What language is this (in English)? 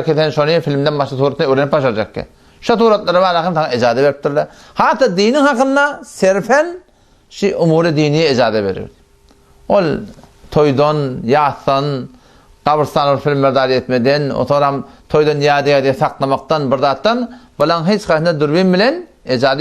Turkmen